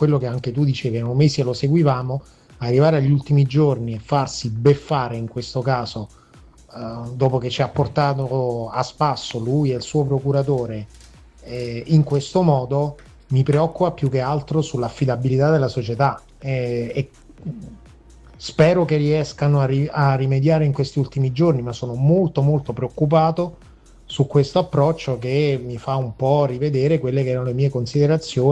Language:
Italian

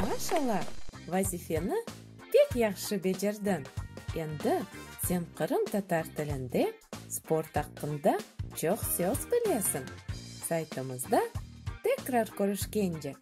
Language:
Crimean Tatar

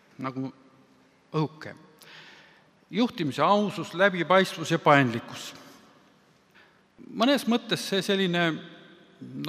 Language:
Estonian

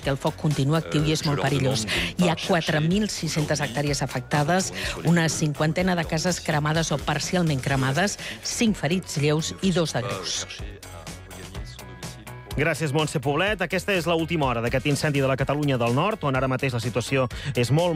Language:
Catalan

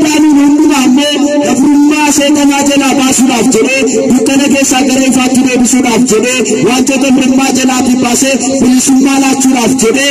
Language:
Oromo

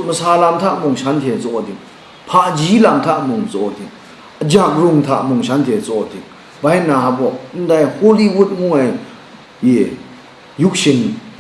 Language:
Kachin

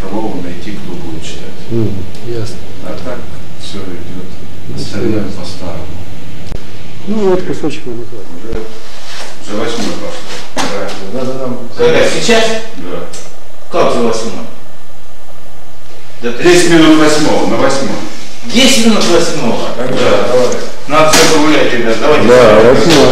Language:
Russian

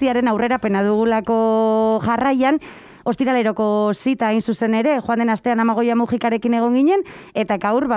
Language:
Basque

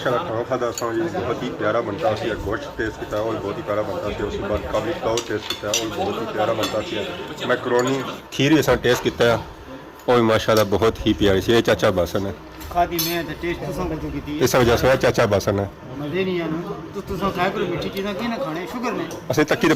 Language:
Pahari-Potwari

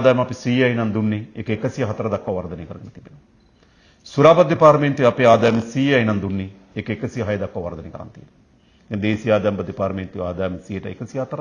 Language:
Sinhala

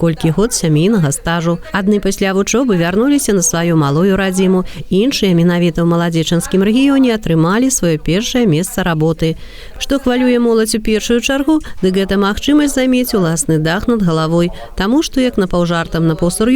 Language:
Belarusian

